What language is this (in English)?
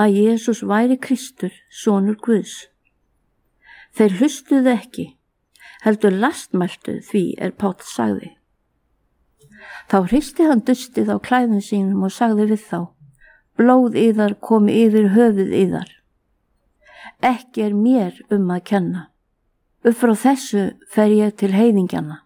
Icelandic